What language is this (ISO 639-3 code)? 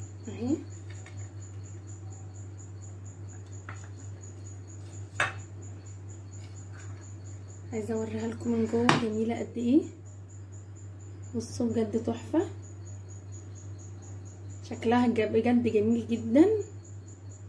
arz